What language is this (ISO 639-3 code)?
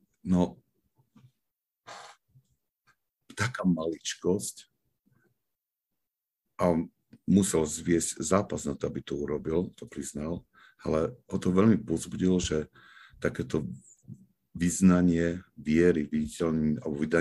slk